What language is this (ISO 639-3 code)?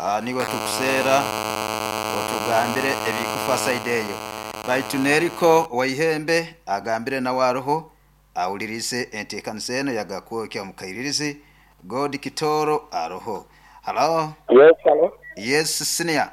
nyo